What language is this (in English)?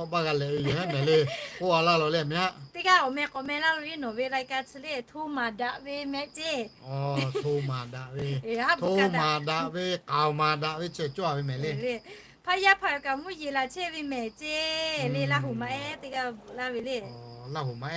Lahu